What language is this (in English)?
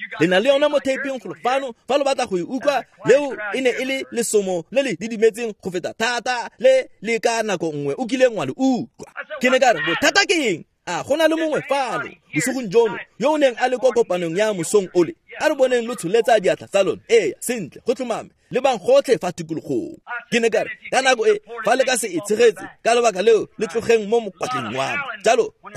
Tswana